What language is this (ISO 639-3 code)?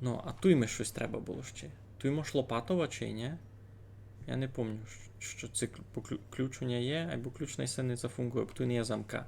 rue